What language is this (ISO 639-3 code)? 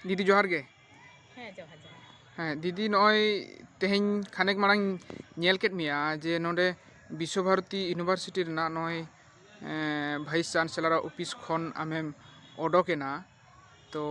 sat